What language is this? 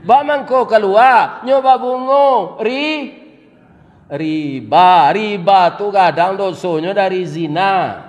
Minangkabau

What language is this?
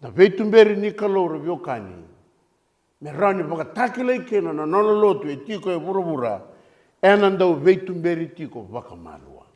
Fijian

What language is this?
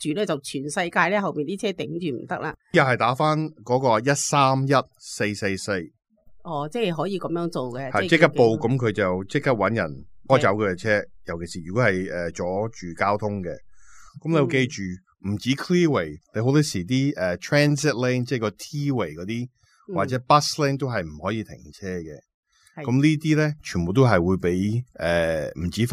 Cantonese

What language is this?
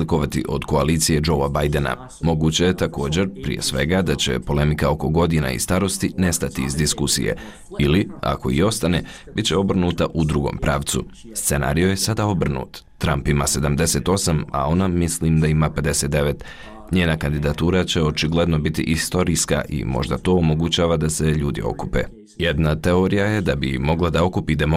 Bosnian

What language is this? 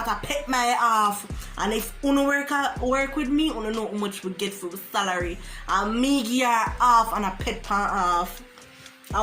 Jamaican Creole English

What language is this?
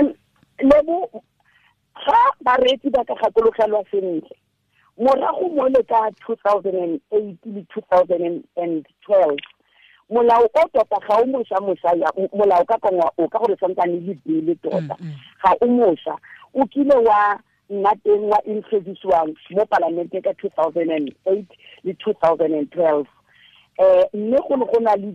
Tswana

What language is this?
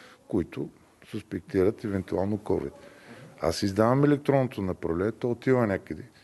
Bulgarian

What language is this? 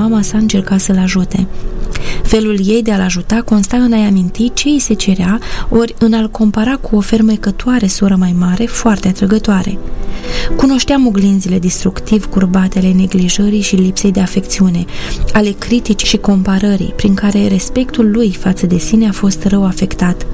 Romanian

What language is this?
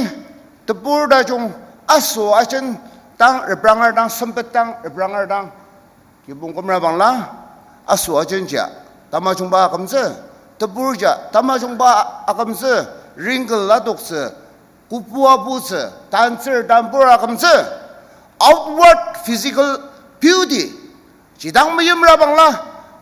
Ao Naga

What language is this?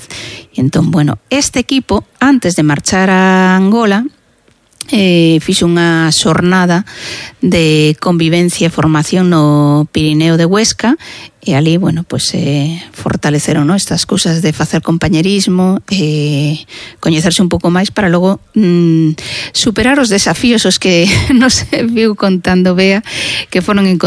Galician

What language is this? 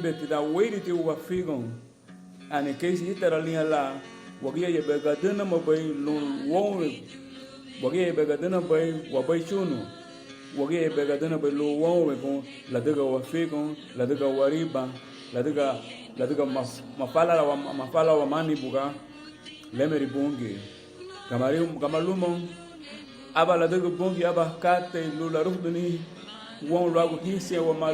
Garifuna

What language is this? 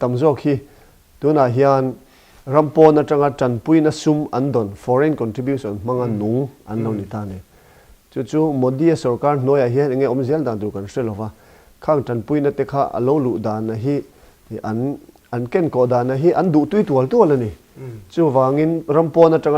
Mizo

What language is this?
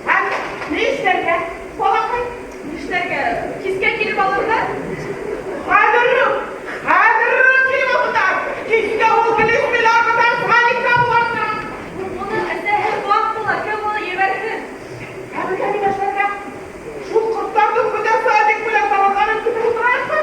Bashkir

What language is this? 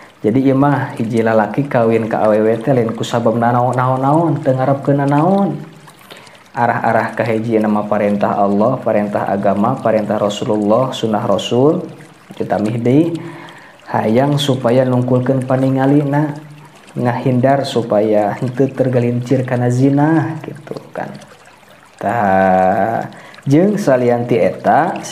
Sundanese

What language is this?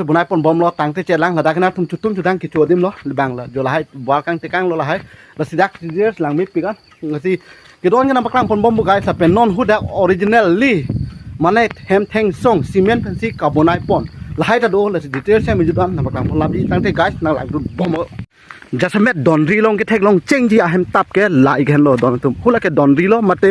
Karbi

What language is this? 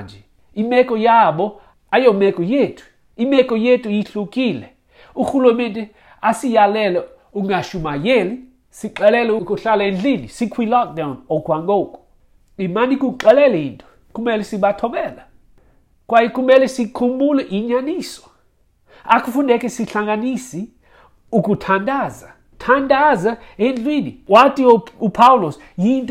Xhosa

